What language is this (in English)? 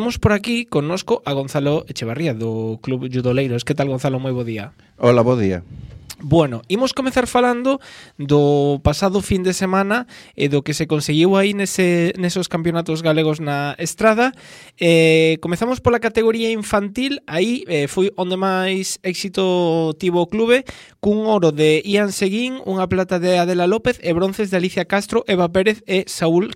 Galician